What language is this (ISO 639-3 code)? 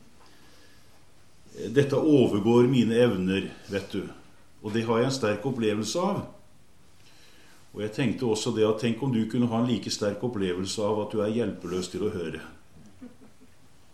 nor